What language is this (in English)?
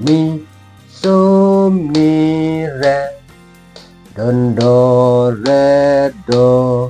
Khasi